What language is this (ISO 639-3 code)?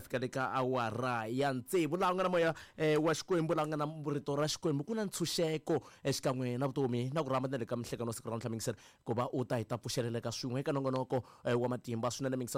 tso